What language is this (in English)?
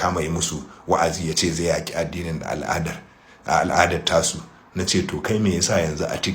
Hausa